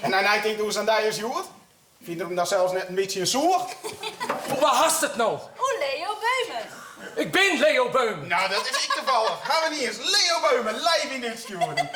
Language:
Western Frisian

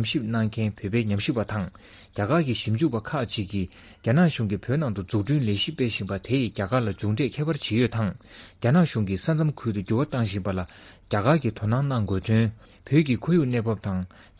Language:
Tibetan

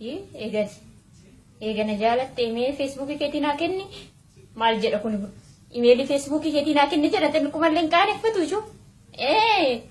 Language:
Oromo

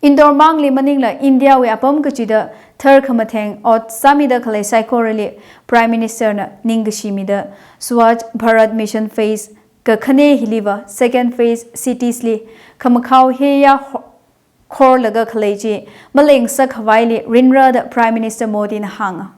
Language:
Tangkhul Naga (India)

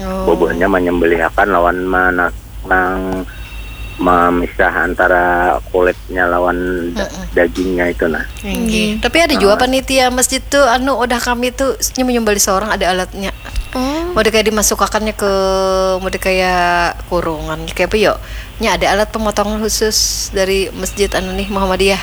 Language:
Banjar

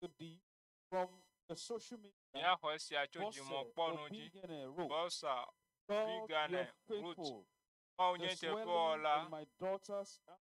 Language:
Ewe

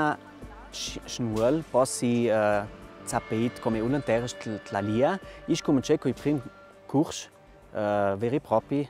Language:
Ladin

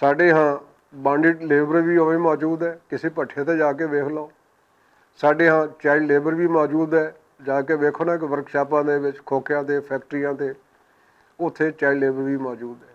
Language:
Western Panjabi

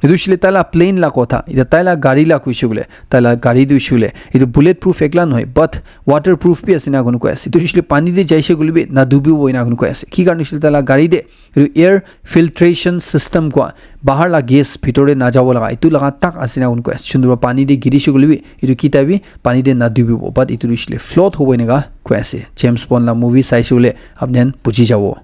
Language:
Naga Pidgin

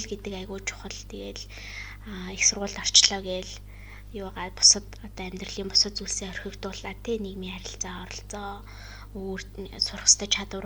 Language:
Mongolian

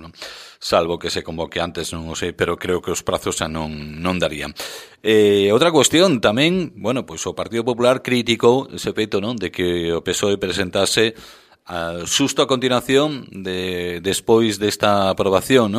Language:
Galician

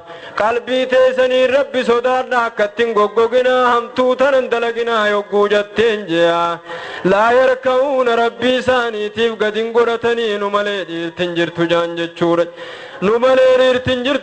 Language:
Oromo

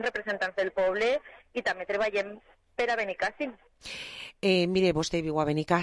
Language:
Catalan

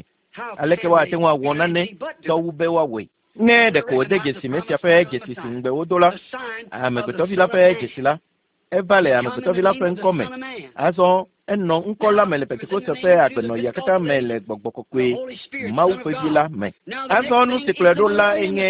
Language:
Ewe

